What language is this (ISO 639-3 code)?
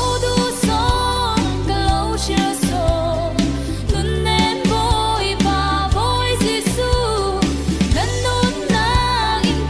cfm